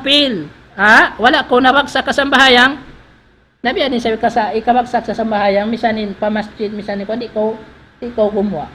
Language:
Tausug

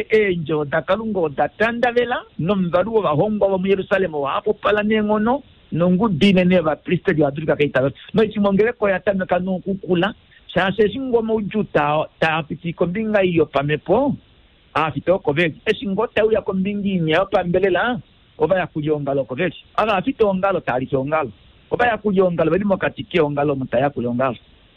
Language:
Kuanyama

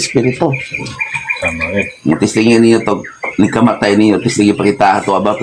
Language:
Cebuano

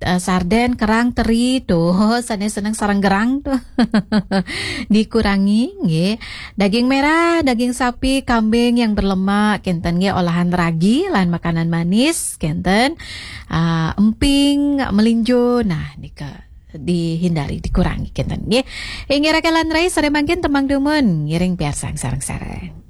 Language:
Balinese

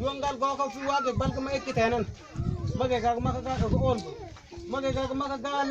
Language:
Mabaan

